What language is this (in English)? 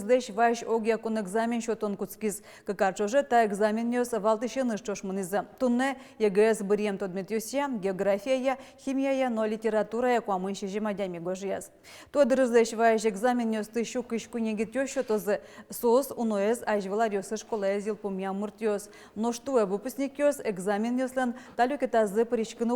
Udmurt